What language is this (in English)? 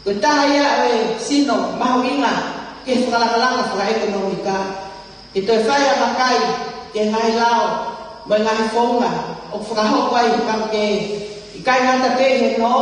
Tongan